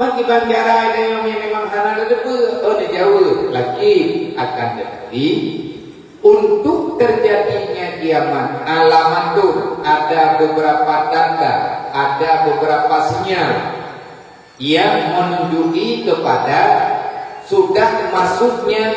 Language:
Achinese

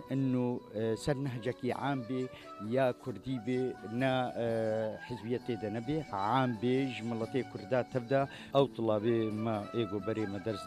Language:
Kurdish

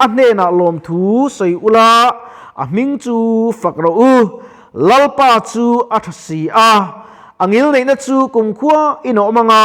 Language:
Mizo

